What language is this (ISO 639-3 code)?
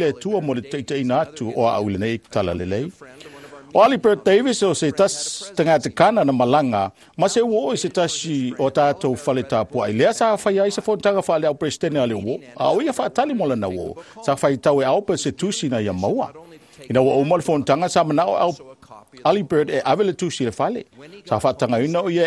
smo